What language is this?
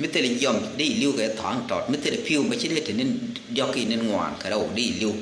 Nuer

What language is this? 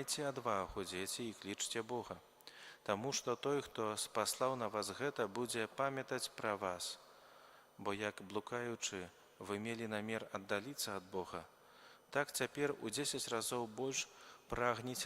Belarusian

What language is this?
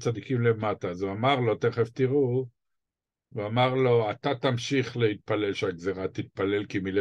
Hebrew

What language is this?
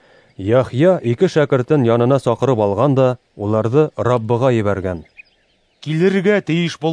Bashkir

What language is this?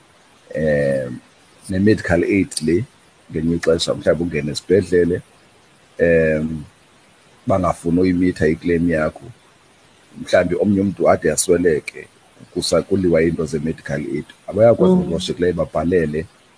Xhosa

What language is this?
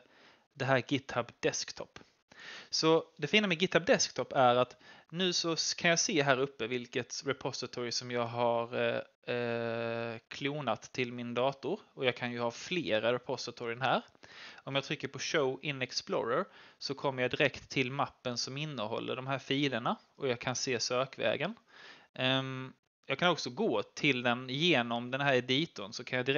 Swedish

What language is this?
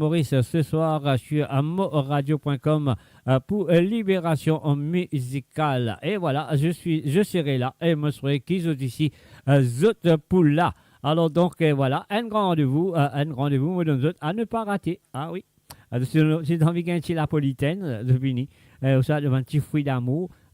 Morisyen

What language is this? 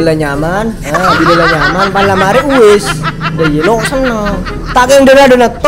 Madurese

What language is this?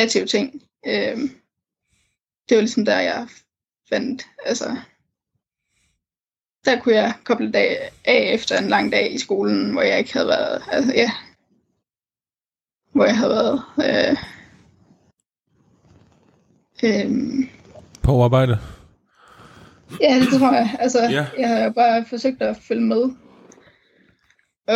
Danish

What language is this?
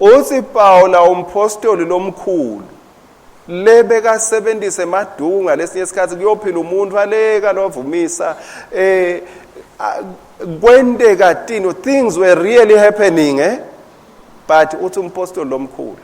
Swati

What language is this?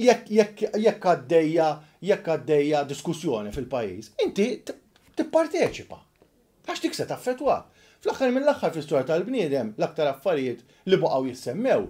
Maltese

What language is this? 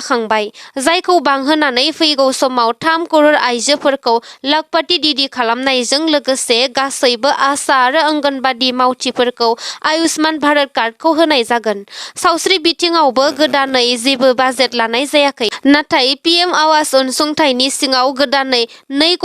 Bodo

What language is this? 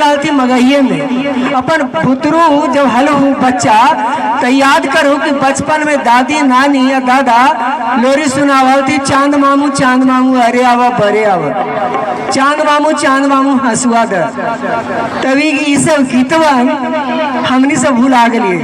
Magahi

